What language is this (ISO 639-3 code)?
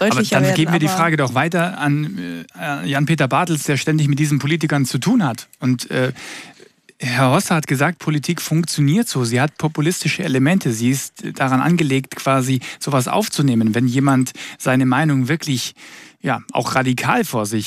deu